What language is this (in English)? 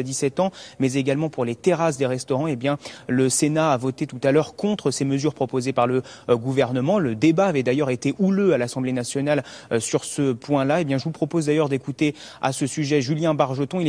French